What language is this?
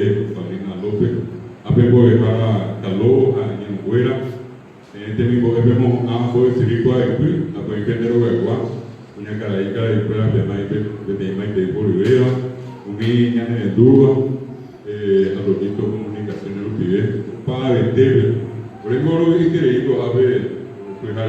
Guarani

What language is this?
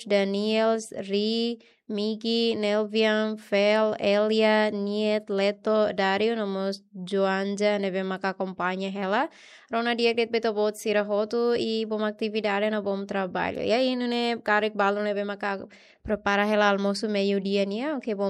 Tetum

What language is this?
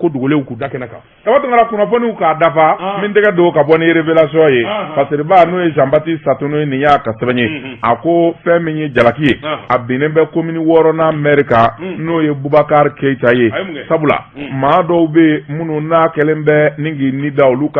Bambara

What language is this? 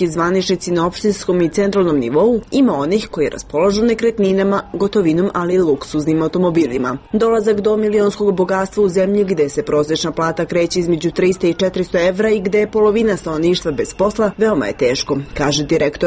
Serbian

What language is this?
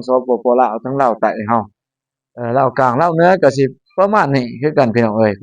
Lao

